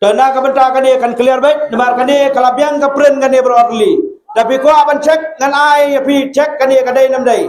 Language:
Khasi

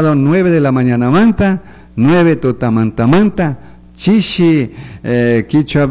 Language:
Chimborazo Highland Quichua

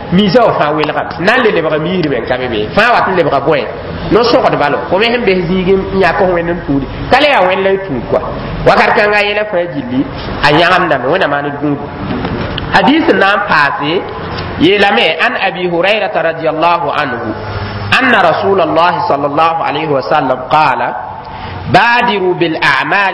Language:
Mossi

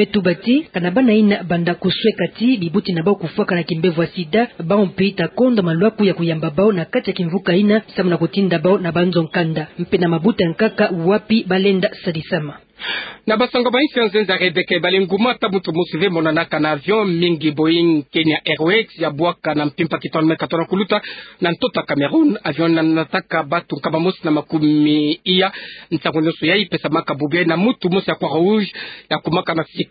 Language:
Kituba (Democratic Republic of Congo)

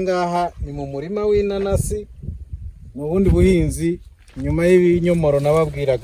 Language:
Kinyarwanda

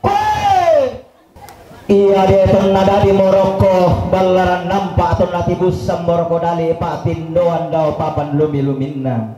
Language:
Toraja-Sa'dan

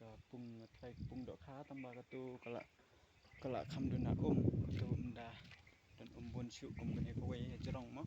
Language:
Khasi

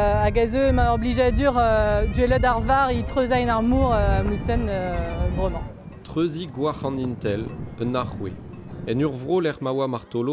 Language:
Breton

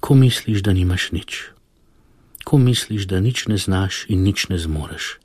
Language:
Slovenian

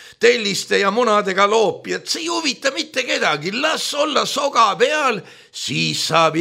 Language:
Estonian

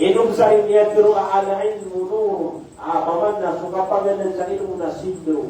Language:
Maranao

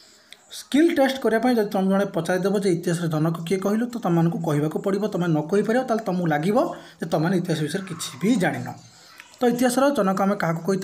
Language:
Odia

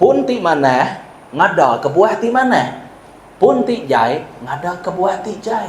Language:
Iban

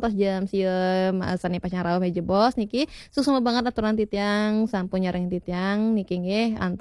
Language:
Balinese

